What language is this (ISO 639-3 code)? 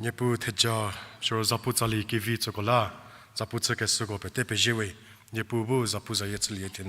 njm